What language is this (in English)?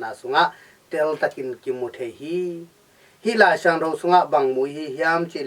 Tedim Chin